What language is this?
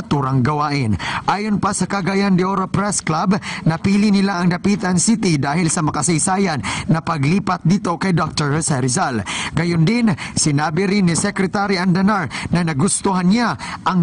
Filipino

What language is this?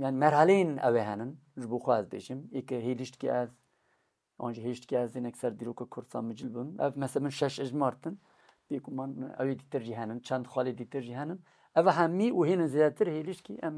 Kurdish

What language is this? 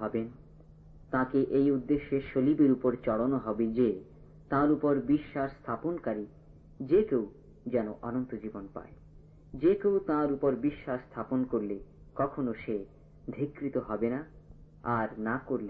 Bangla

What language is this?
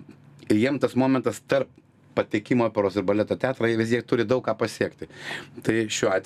Lithuanian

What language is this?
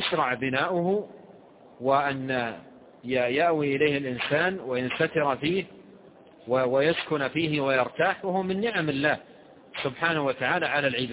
Arabic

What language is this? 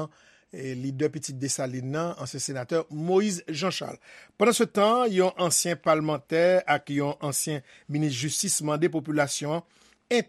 Haitian Creole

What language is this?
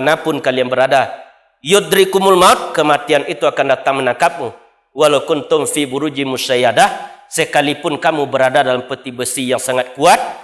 Minangkabau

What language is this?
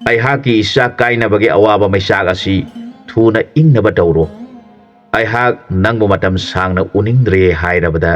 Manipuri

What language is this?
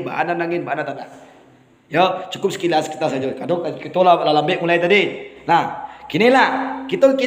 Minangkabau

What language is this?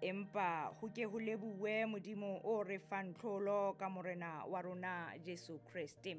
Southern Sotho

